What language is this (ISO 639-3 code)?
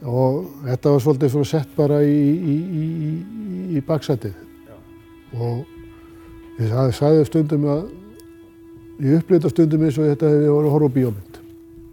isl